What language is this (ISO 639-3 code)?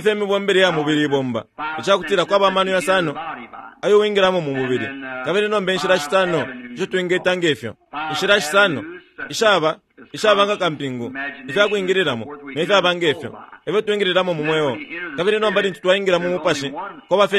bem